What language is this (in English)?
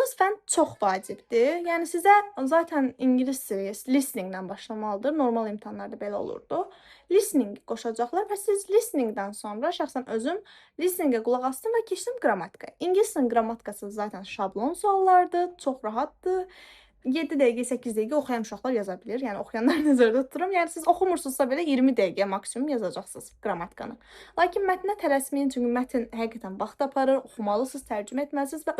Azerbaijani